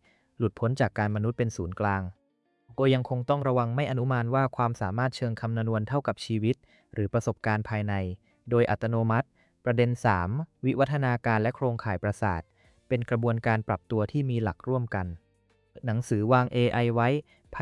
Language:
Thai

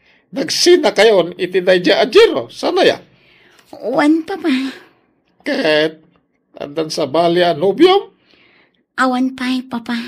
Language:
Iloko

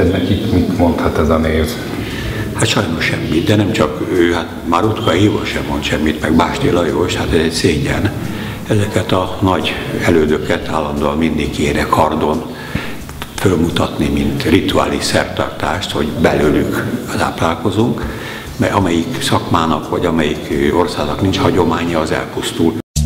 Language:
Hungarian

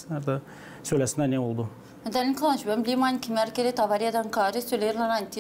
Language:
Gagauz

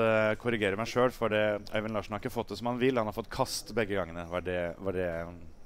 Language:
Norwegian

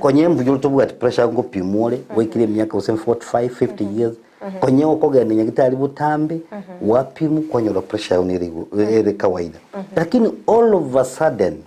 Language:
Gusii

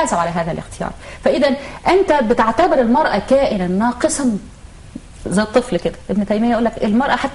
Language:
Egyptian Arabic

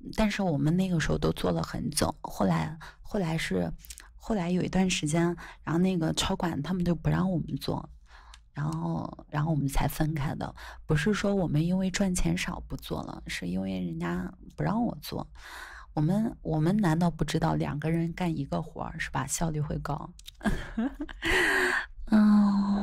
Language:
Chinese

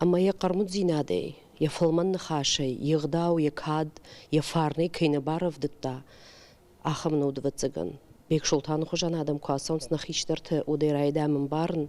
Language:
Ossetic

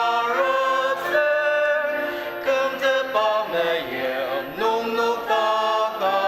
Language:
Ao Naga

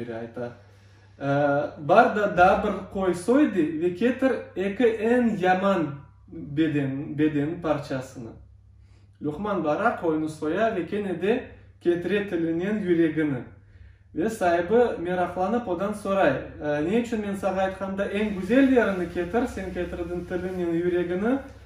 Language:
Crimean Tatar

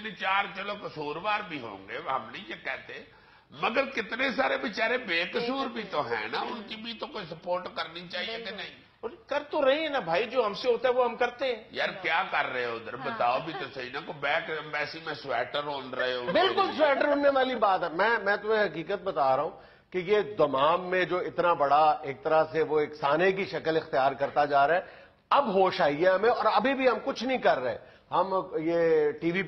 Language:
Urdu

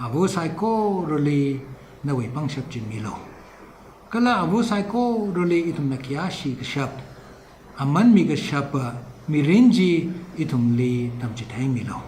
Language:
Tangkhul Naga (India)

